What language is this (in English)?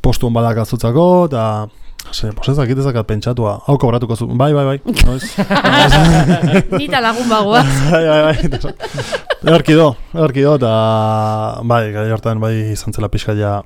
Basque